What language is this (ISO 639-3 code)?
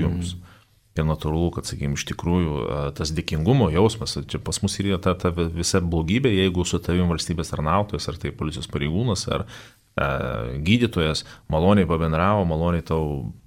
lit